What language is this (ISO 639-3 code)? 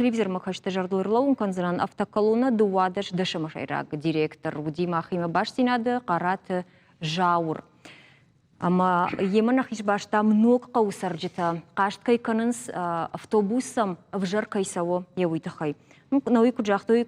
oss